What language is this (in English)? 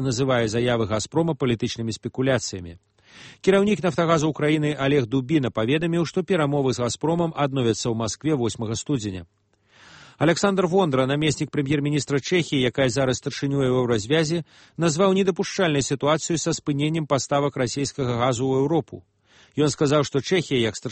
Belarusian